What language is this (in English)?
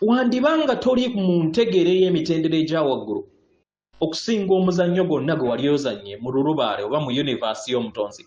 Ganda